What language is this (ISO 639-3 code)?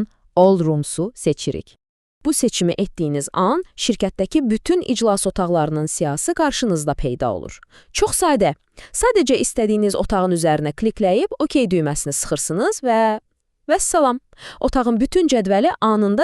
aze